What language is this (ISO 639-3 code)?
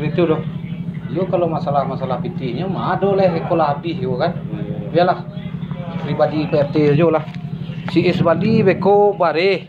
min